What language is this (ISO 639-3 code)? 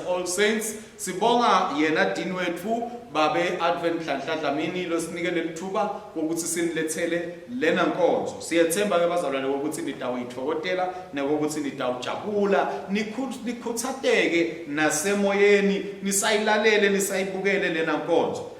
ssw